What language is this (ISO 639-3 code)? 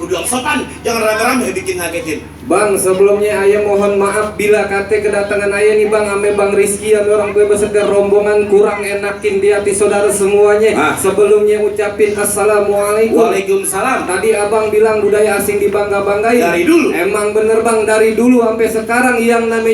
bew